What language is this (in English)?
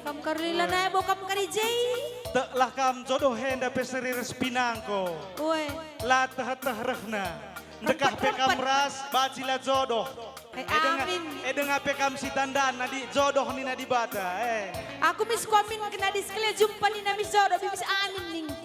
Batak Karo